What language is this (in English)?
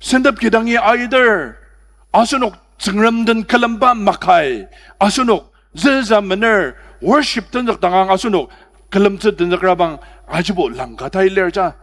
Ao Naga